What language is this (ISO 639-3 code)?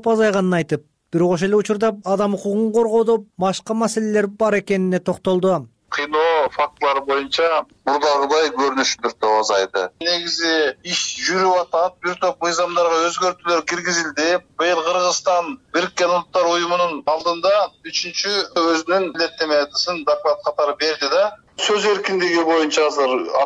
kir